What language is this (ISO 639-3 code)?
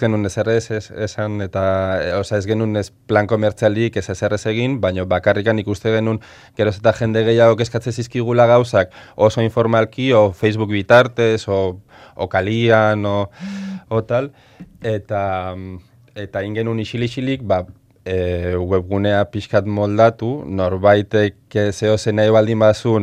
eus